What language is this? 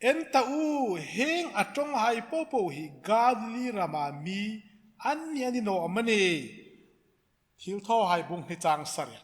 Hmar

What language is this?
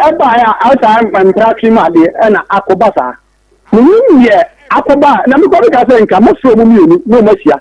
Akan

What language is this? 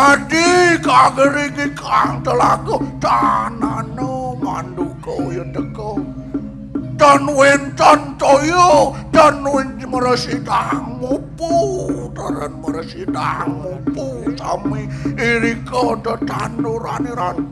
Balinese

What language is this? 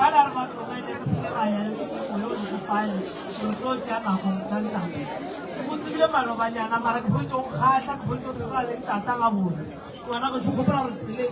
Northern Sotho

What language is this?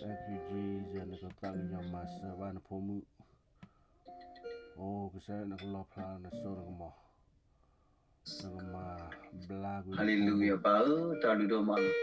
S'gaw Karen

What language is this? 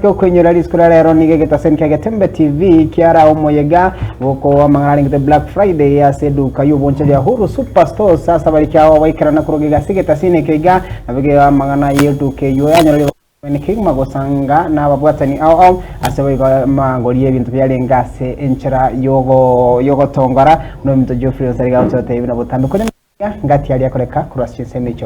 Gusii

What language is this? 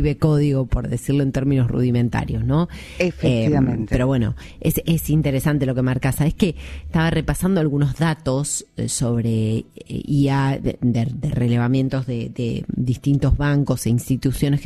Spanish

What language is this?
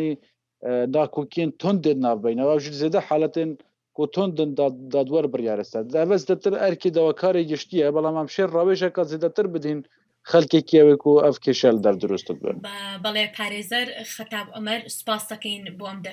Central Kurdish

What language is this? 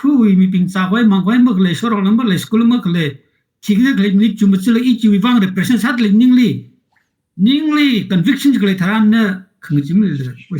Tangkhul Naga (India)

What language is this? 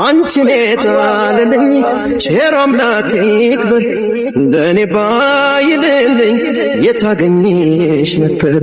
Amharic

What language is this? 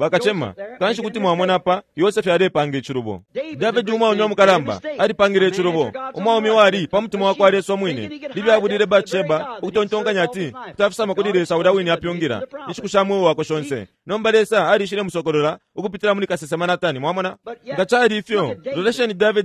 Bemba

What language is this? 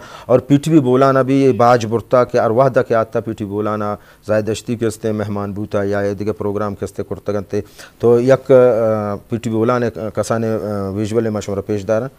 Eastern Balochi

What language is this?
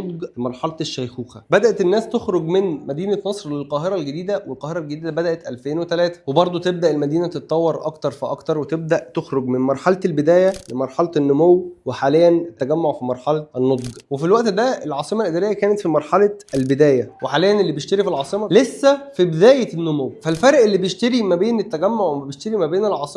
Egyptian Arabic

